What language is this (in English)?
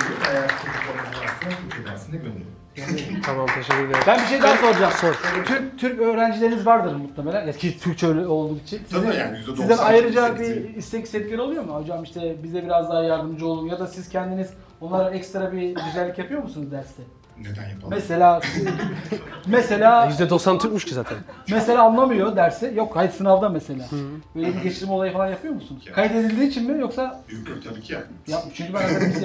Turkish